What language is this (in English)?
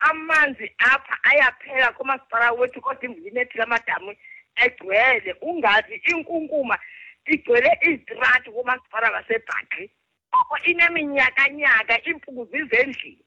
Xhosa